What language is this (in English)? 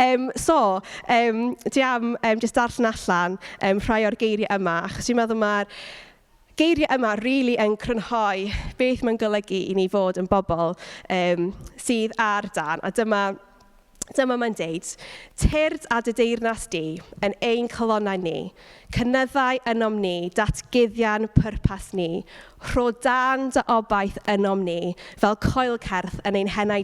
Welsh